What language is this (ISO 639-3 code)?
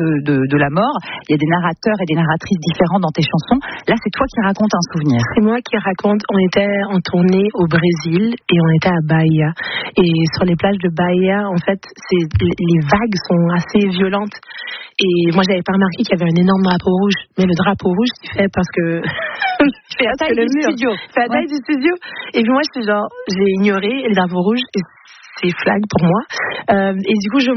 fra